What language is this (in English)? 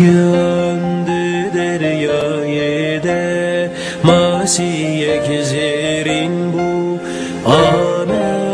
Kurdish